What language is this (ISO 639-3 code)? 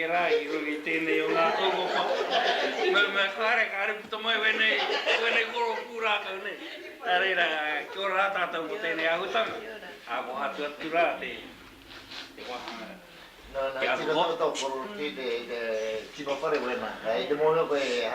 mri